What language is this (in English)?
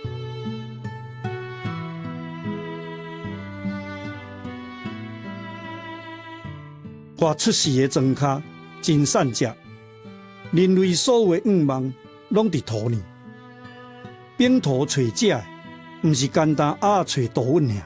Min Nan Chinese